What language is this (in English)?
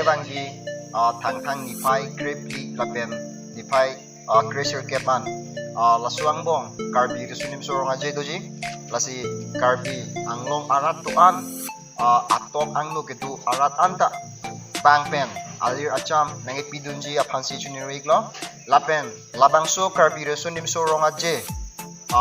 Karbi